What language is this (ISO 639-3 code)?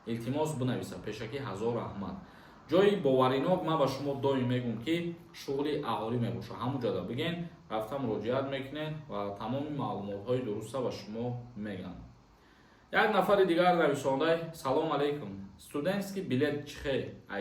tgk